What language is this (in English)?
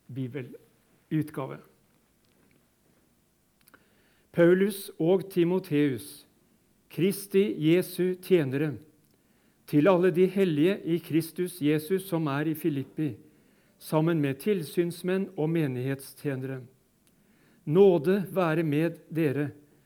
Norwegian